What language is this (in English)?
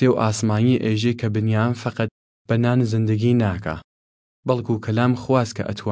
Southern Kurdish